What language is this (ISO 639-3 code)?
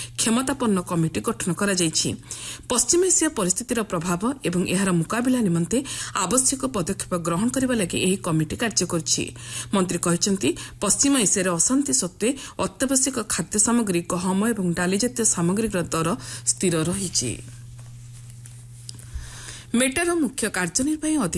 ori